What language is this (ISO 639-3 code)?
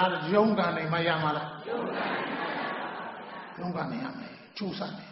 mya